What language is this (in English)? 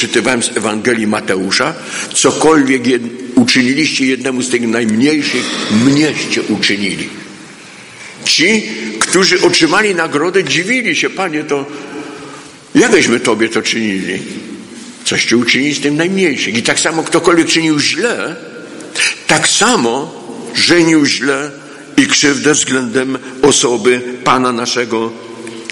Polish